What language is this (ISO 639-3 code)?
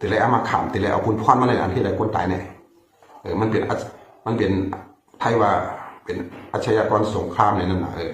shn